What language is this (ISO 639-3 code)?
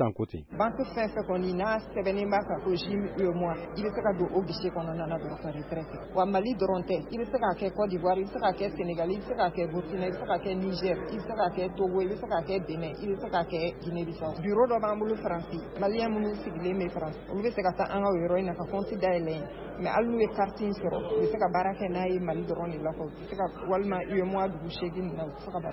bam